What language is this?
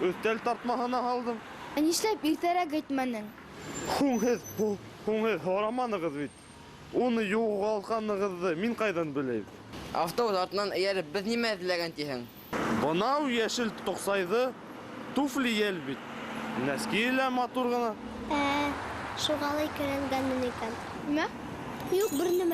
Bashkir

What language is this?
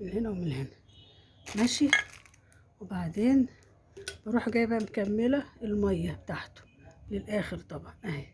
Egyptian Arabic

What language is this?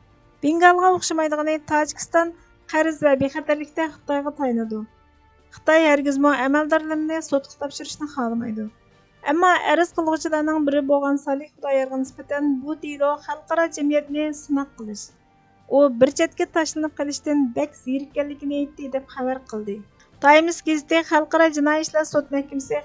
Uyghur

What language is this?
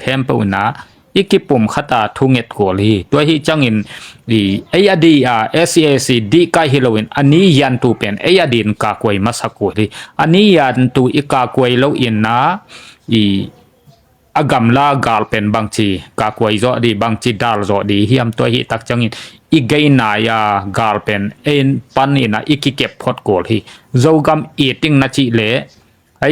Tedim Chin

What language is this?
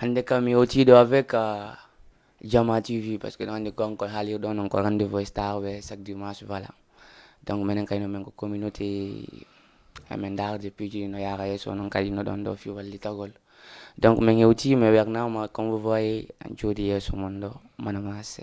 Fula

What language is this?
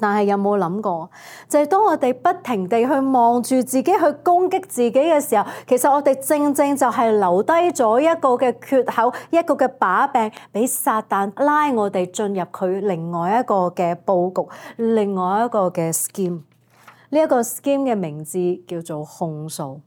Cantonese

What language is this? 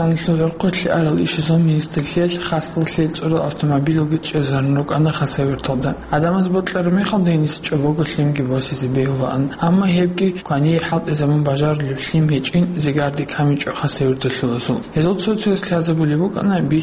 Avaric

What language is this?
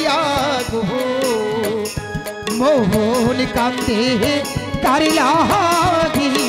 Bangla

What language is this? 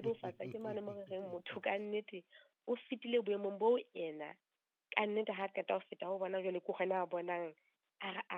Southern Sotho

